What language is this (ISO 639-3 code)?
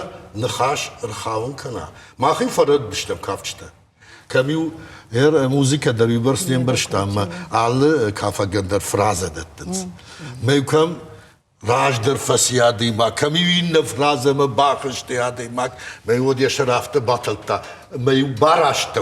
oss